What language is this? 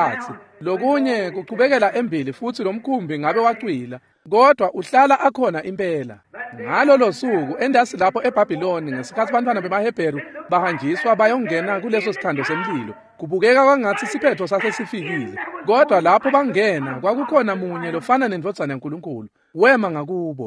Swati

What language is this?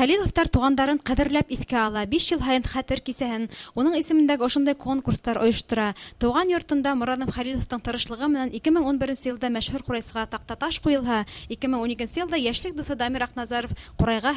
Bashkir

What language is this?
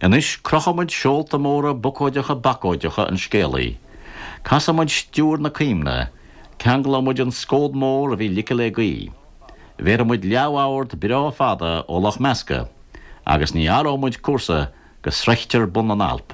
Irish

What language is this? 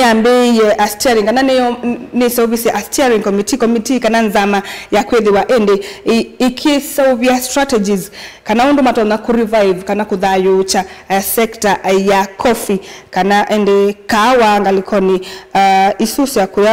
Kamba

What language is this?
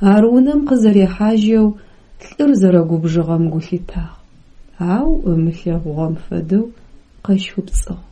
Adyghe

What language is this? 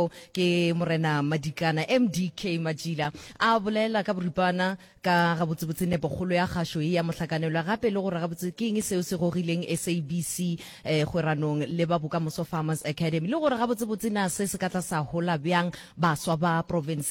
Northern Sotho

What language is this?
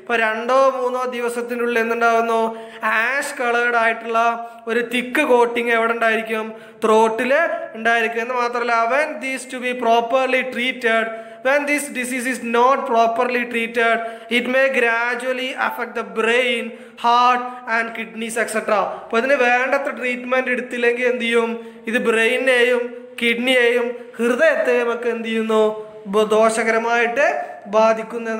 Malayalam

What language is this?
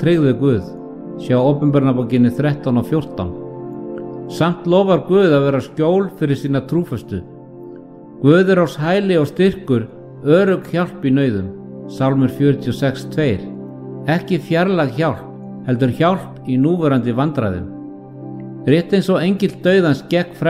Icelandic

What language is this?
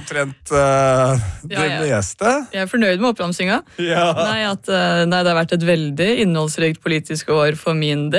Norwegian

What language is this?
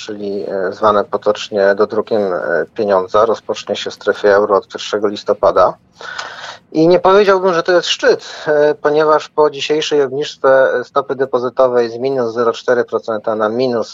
Polish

